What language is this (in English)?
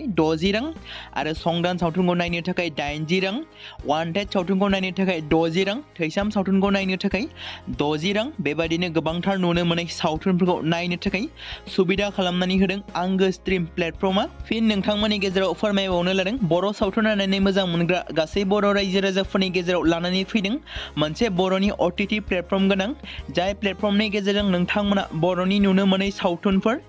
Bodo